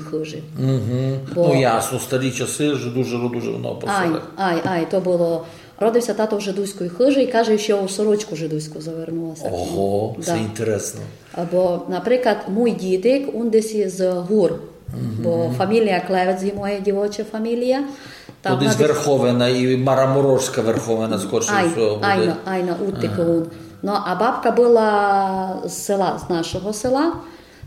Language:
Rusyn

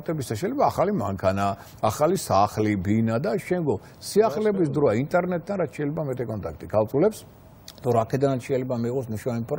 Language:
Georgian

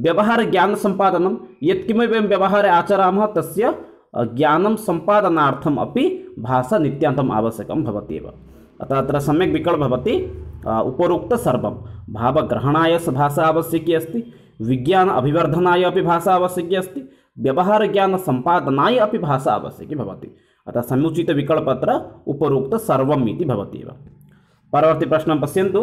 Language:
Sanskrit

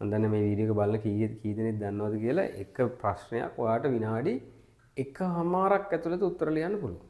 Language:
Sinhala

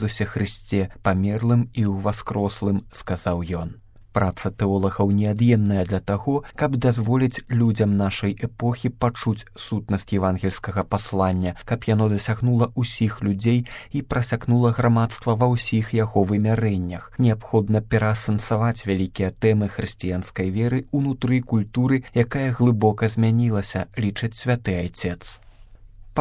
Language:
Belarusian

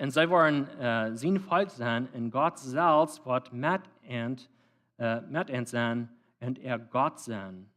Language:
Plautdietsch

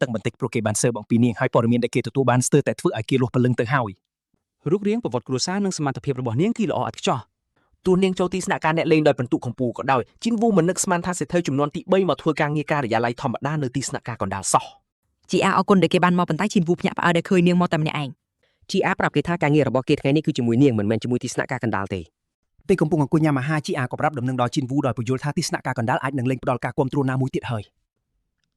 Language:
Khmer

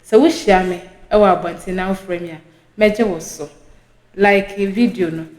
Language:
Akan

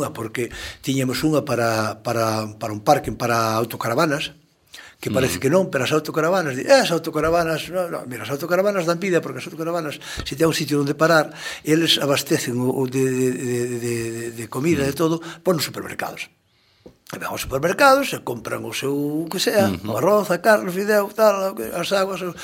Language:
Galician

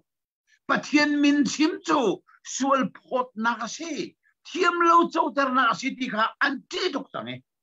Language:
Hakha Chin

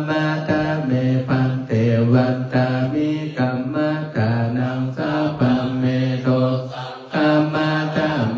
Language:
Pali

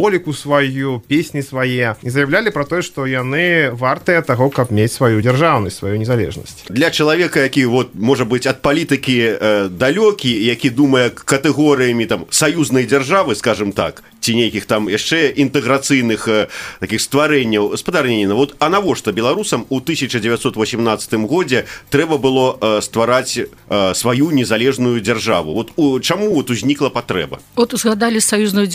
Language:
Belarusian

